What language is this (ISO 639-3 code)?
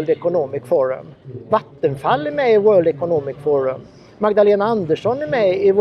swe